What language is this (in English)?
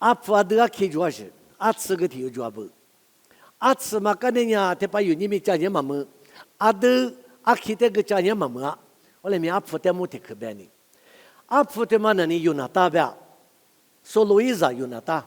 Lisu